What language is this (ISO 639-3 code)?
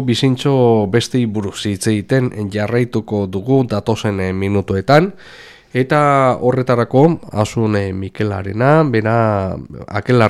eus